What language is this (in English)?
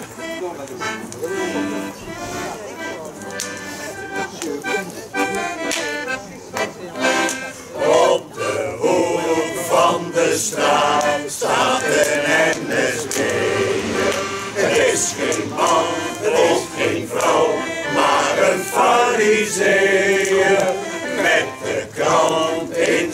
Dutch